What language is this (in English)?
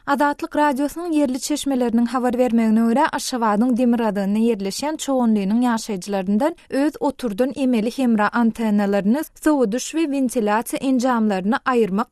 Turkmen